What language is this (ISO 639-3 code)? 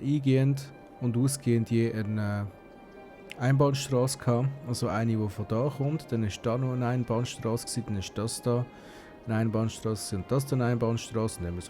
gsw